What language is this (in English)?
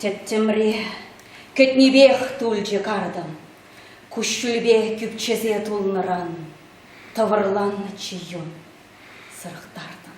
Chuvash